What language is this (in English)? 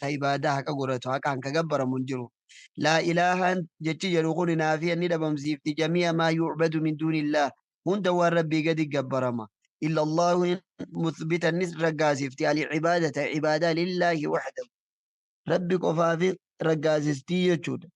Oromo